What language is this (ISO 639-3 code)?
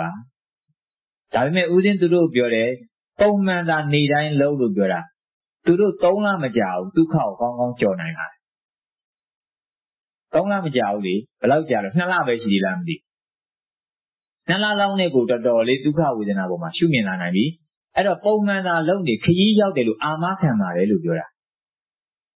mya